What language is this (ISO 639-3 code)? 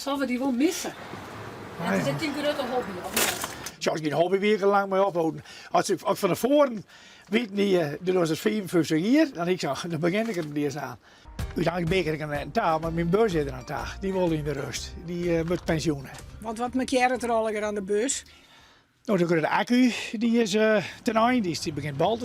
fry